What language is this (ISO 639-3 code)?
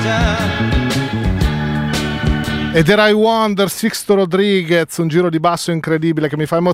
ita